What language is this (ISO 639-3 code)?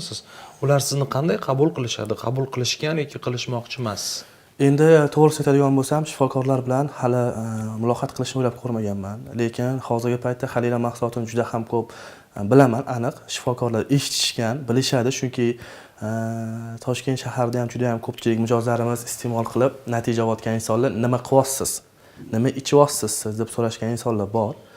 uzb